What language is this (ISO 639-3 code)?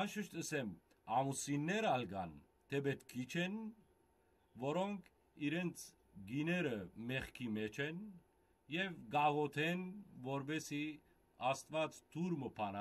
hyw